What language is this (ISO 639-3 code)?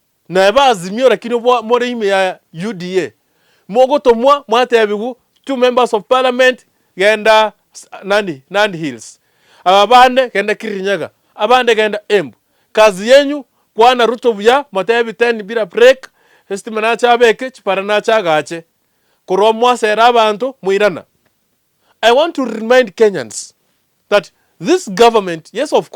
guz